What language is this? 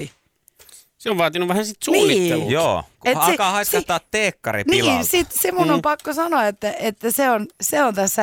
Finnish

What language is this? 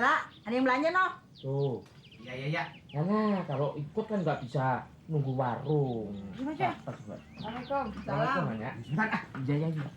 Betawi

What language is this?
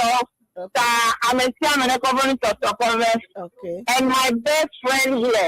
Ewe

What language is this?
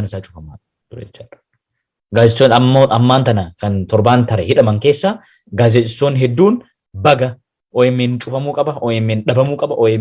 Oromo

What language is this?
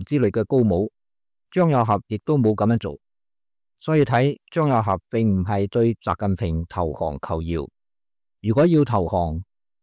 Cantonese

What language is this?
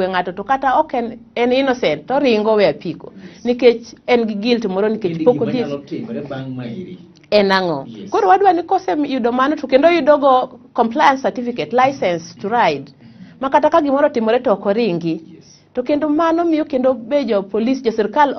Luo (Kenya and Tanzania)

